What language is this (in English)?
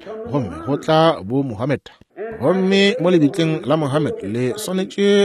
Northern Sotho